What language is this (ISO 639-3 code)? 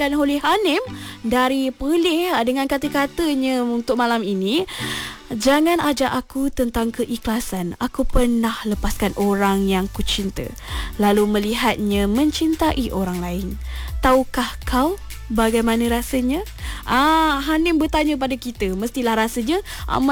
msa